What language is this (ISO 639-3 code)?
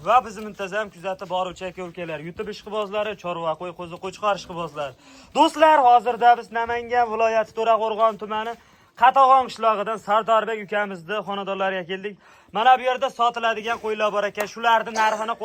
uzb